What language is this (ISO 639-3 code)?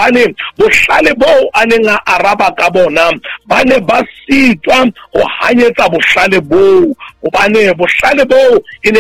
sot